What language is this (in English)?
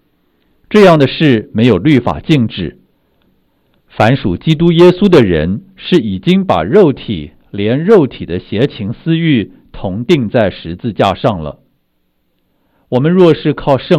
Chinese